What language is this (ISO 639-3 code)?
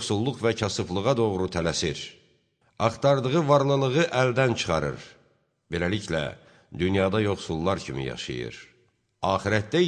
aze